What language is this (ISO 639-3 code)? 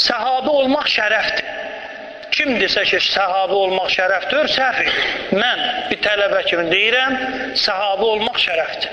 aze